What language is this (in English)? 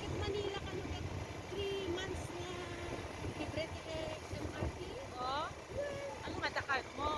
Iloko